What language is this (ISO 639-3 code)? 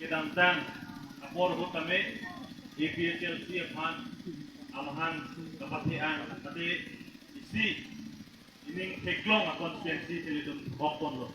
mjw